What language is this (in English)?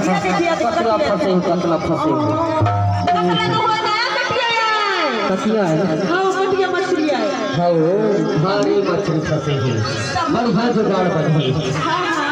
Chhattisgarhi